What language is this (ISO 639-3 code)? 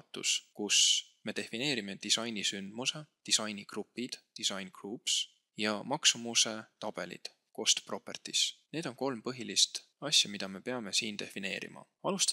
est